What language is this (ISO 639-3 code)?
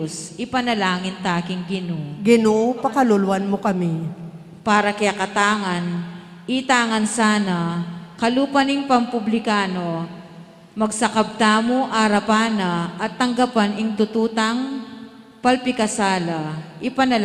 pam